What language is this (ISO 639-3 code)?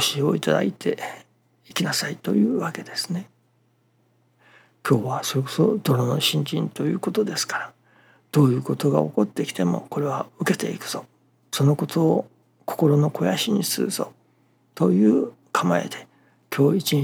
jpn